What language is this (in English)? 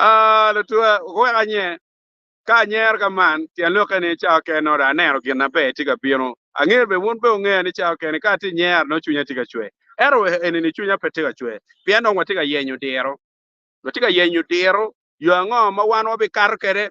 Acoli